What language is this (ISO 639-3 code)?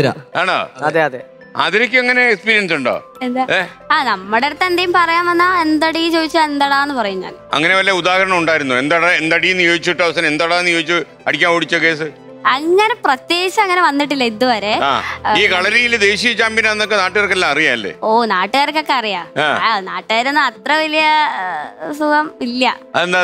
mal